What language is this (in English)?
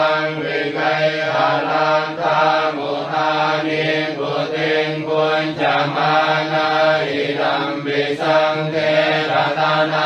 Pali